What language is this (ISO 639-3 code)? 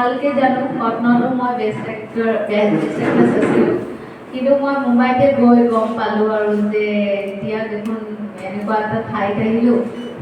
asm